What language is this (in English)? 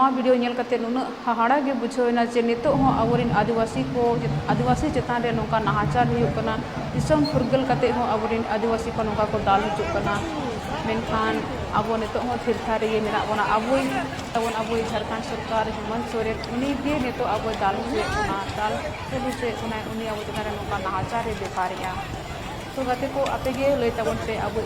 Santali